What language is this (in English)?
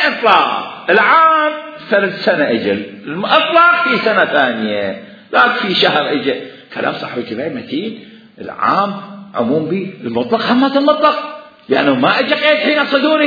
Mesopotamian Arabic